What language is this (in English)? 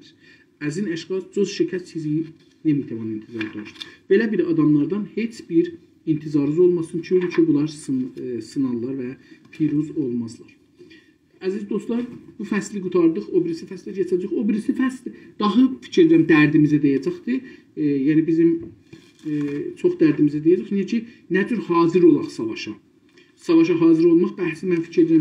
South Azerbaijani